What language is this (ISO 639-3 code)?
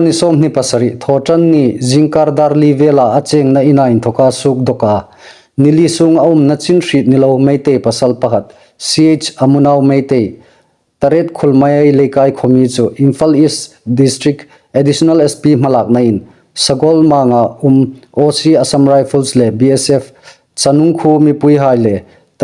hmr